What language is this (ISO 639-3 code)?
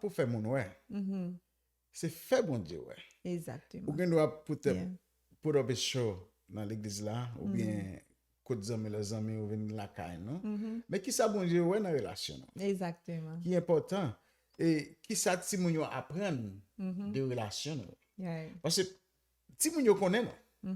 hat